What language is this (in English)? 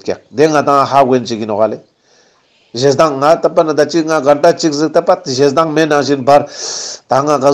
Ladakhi